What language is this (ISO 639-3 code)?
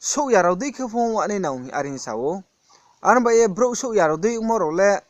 ria